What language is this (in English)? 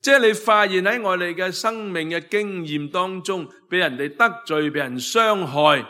Cantonese